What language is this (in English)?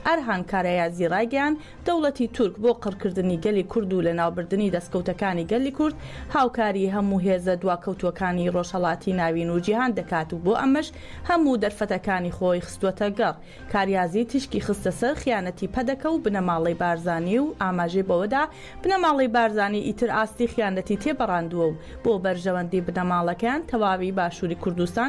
Central Kurdish